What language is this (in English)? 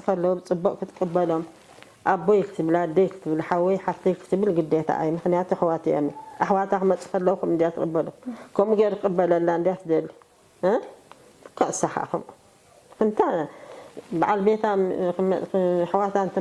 Tigrinya